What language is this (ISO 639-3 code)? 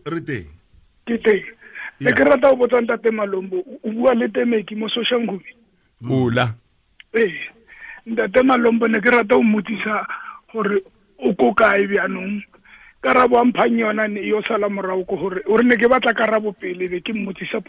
tsn